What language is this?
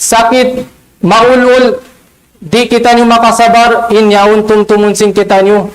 Tausug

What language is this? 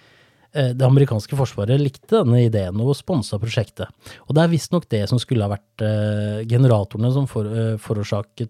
Norwegian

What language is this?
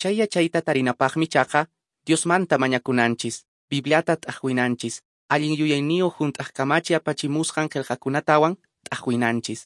Quechua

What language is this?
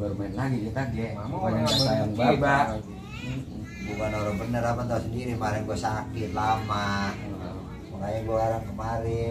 Betawi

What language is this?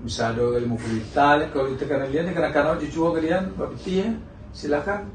Minangkabau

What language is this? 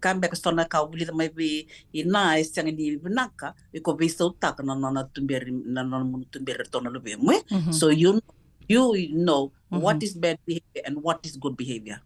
Fijian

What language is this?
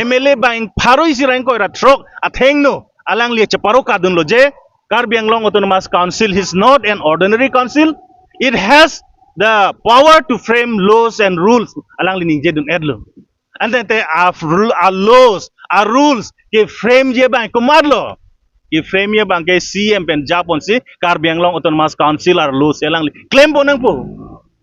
Karbi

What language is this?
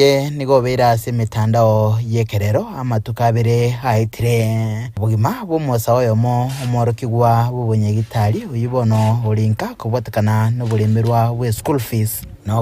Gusii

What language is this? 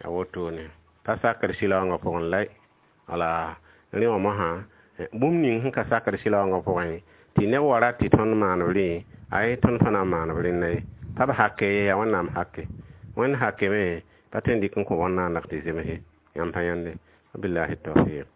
Mossi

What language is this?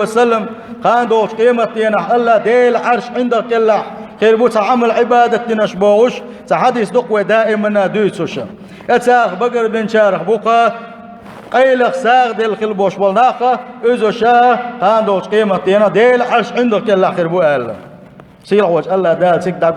Chechen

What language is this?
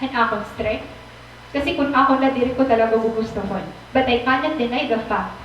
Waray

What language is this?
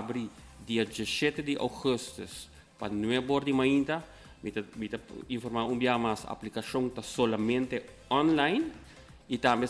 Papiamento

